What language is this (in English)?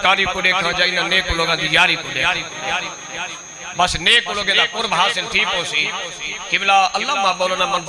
Saraiki